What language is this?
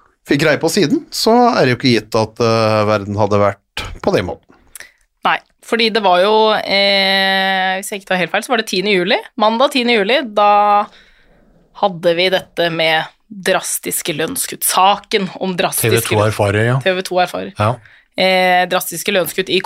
Norwegian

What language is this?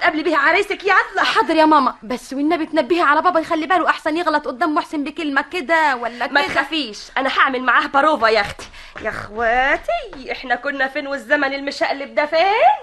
Egyptian Arabic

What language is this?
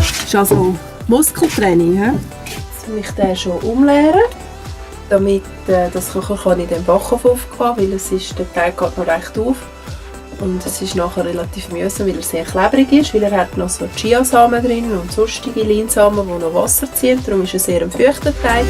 Swiss German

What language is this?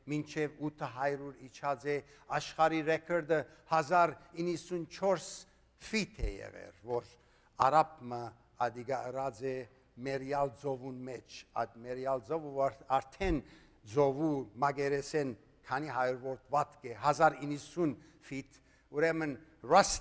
Western Armenian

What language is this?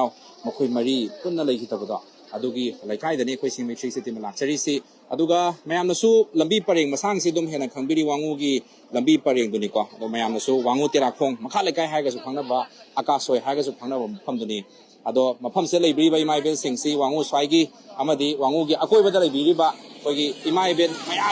Manipuri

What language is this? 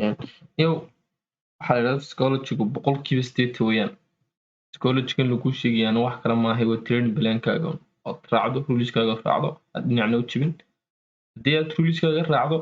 Somali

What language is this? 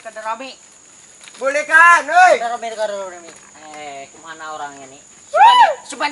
Banjar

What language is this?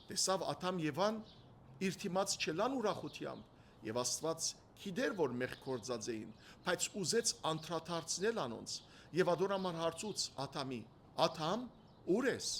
Western Armenian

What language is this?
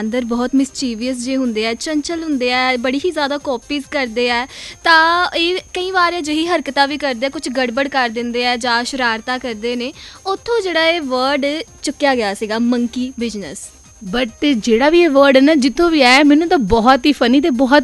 Punjabi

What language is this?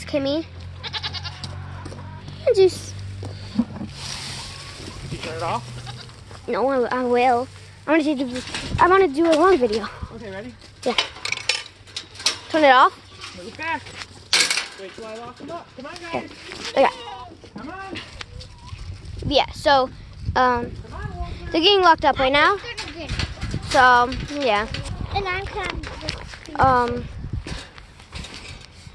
English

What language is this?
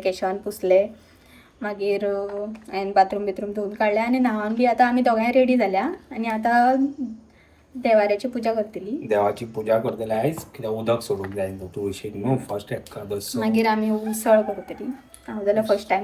Konkani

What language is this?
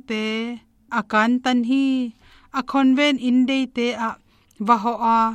Tedim Chin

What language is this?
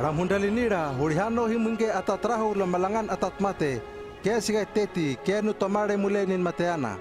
Hano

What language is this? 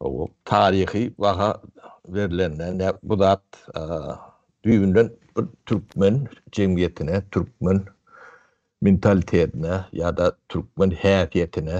Turkmen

